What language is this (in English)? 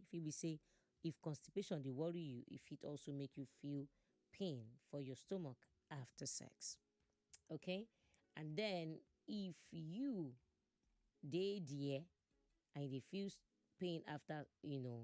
Nigerian Pidgin